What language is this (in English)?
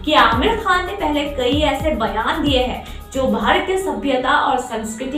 Hindi